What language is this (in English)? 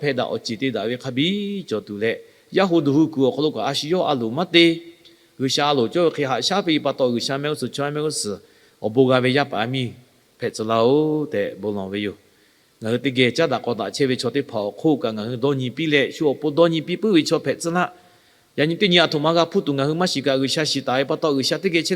Lahu